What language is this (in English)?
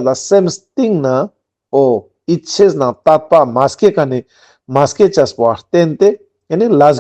Ladakhi